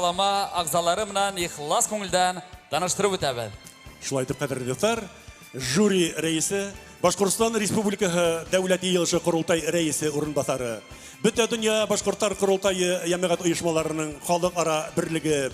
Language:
Bashkir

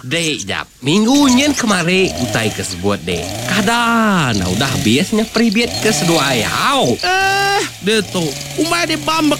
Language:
Iban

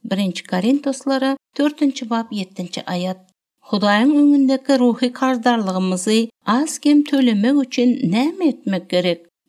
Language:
Turkmen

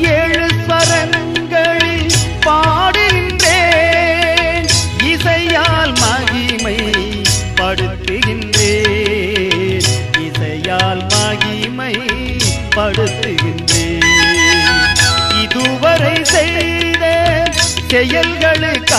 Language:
Tamil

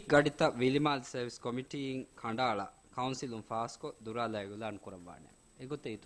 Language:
Divehi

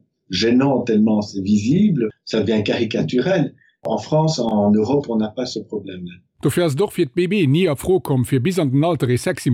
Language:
Luxembourgish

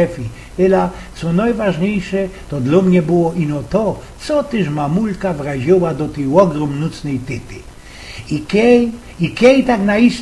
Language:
Silesian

